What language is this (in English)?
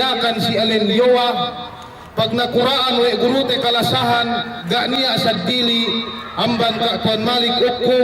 Yakan